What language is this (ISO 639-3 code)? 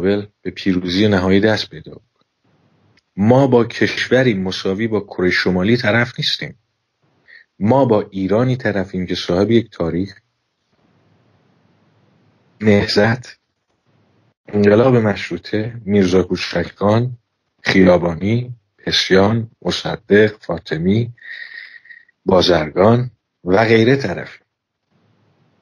fas